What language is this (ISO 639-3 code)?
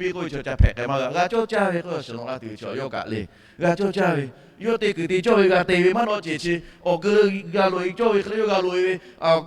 lhu